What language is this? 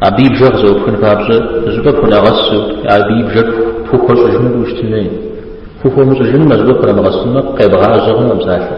Kabardian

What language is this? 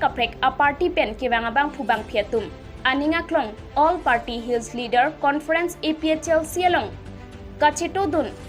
Karbi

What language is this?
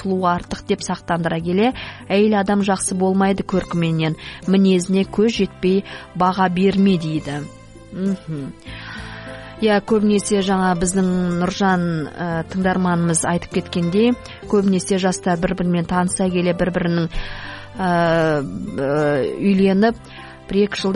Kazakh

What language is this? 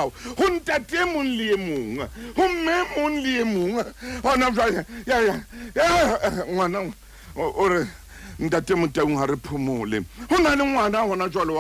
Southern Sotho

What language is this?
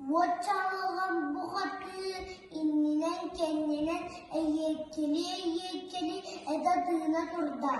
Yakut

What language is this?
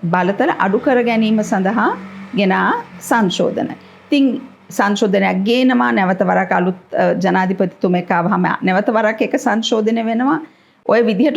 Sinhala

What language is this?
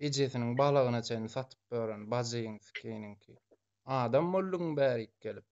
Turkmen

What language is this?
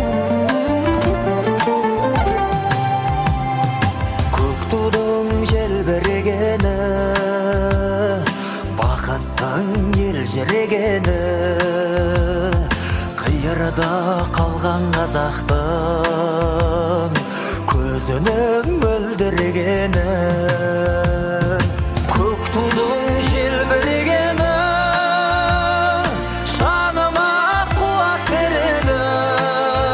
Kazakh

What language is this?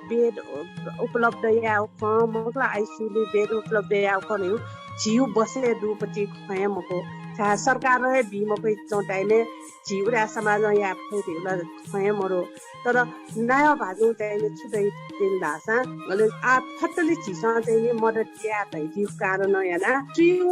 Newari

